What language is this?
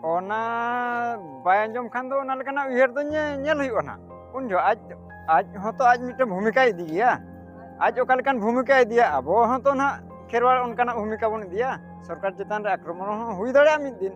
Santali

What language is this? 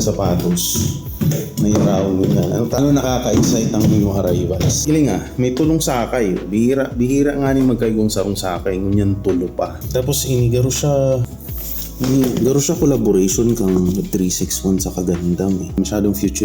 Bikol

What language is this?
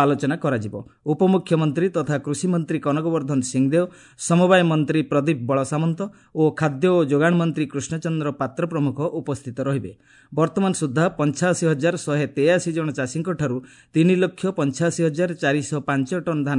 Odia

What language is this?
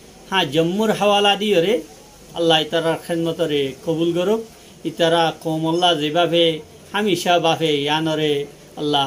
Rohingya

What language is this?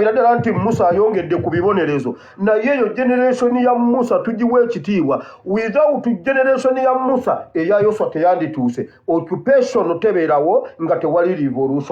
Ganda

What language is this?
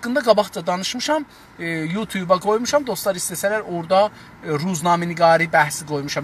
South Azerbaijani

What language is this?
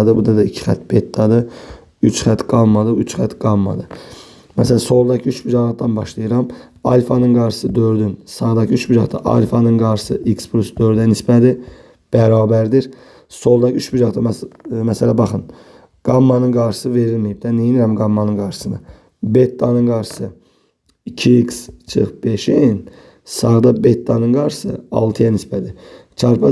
Azerbaijani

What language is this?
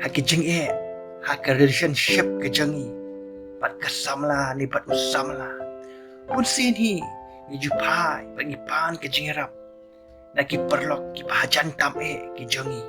Khasi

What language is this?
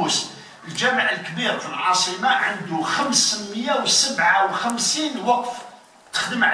Algerian Arabic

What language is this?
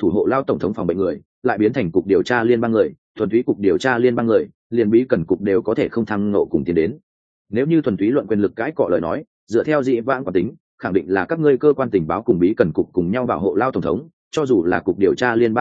Vietnamese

